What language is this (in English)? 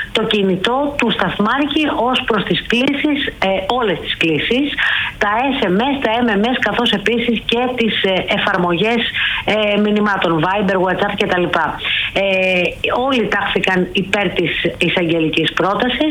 Greek